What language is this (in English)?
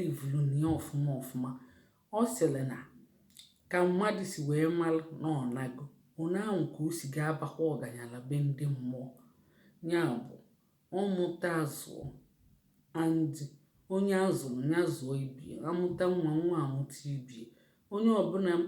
Igbo